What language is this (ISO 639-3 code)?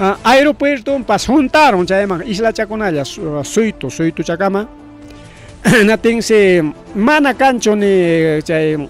quy